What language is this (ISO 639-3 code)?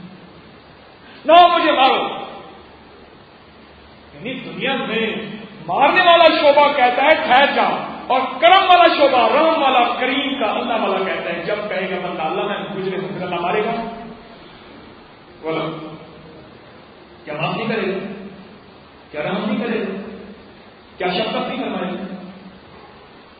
urd